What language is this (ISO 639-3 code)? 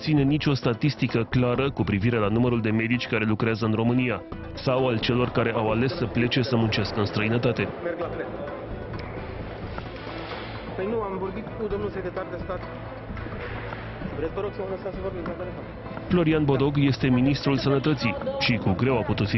ron